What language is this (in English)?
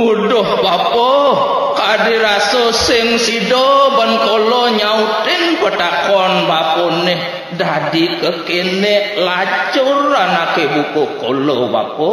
Balinese